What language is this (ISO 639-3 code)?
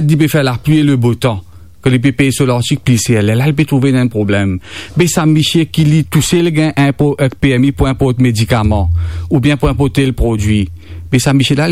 mfe